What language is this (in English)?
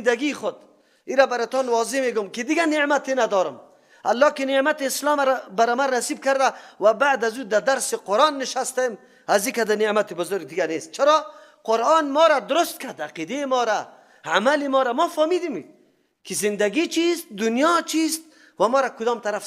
Persian